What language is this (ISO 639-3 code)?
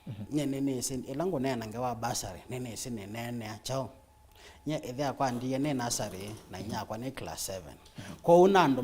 kam